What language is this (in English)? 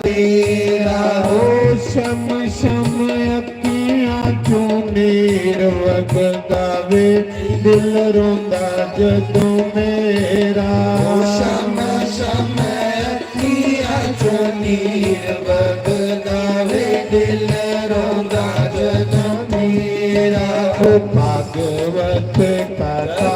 Dogri